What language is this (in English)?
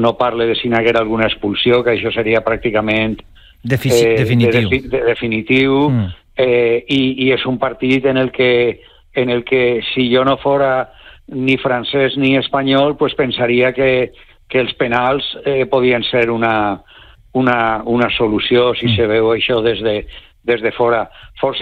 Catalan